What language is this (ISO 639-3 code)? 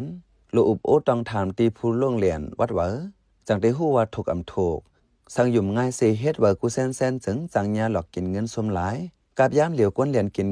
shn